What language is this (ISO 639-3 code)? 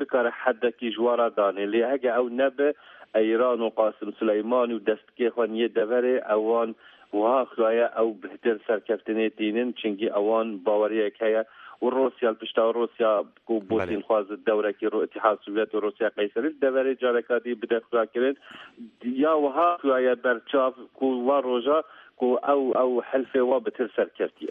kur